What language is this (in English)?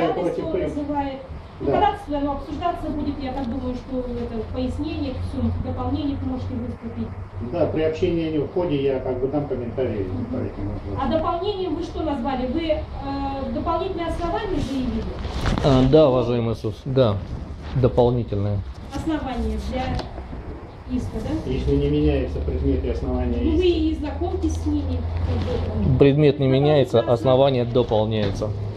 Russian